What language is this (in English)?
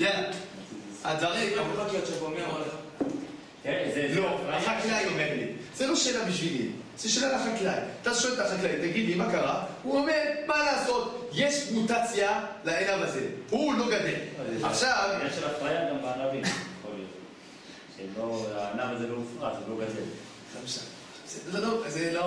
Hebrew